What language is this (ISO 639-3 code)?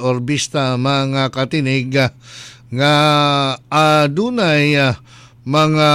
ceb